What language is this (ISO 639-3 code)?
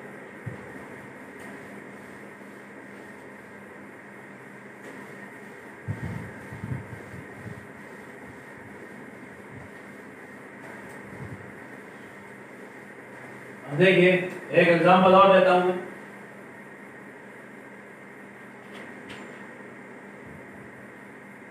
hin